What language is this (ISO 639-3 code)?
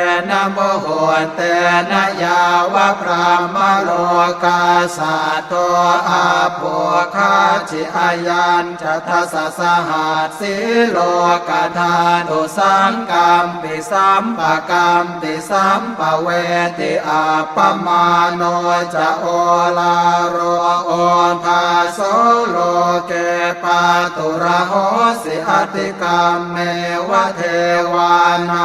pli